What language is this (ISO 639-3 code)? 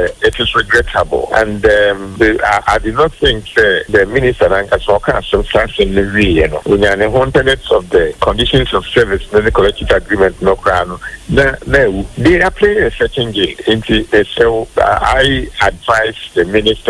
aka